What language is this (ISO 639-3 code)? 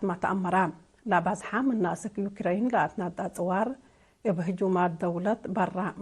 tig